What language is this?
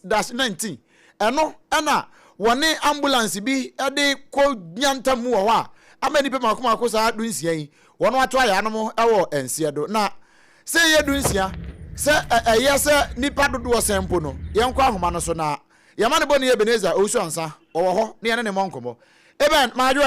Akan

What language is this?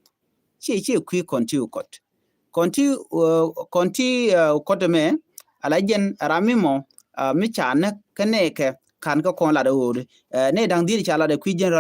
Nuer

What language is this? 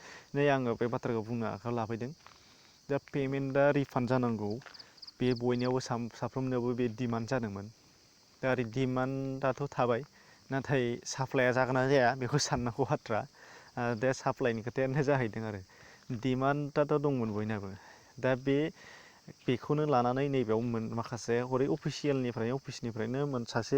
Bodo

